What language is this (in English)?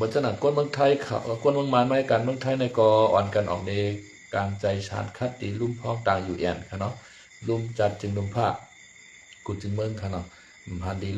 Shan